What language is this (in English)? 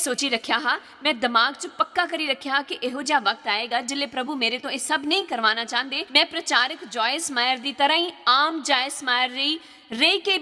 Dogri